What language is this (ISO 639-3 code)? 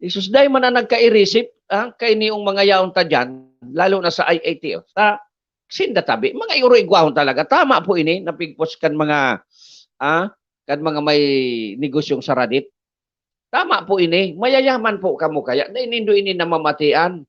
bik